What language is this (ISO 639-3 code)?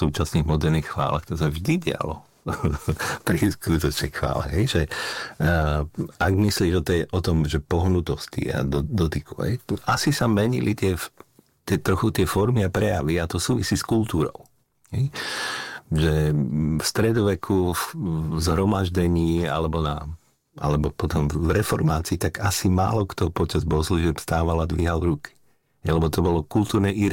slk